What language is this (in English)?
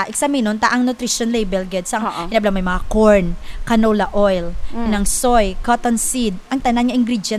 Hiligaynon